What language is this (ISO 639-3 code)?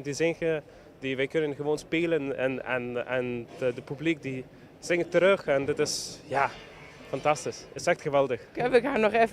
lim